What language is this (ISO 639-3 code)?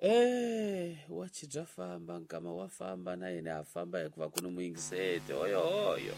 tso